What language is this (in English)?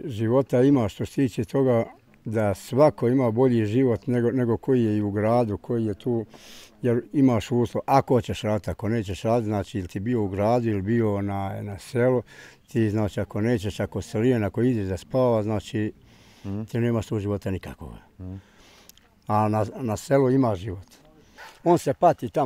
Bosnian